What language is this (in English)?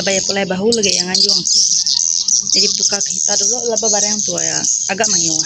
Iban